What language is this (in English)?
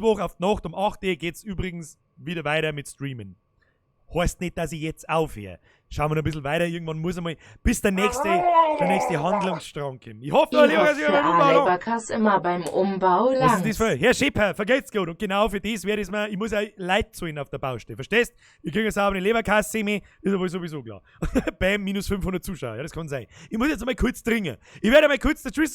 Bavarian